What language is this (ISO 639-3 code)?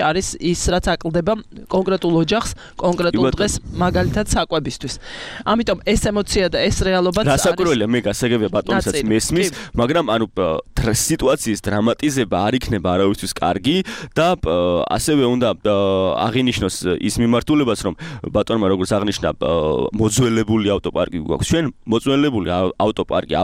kat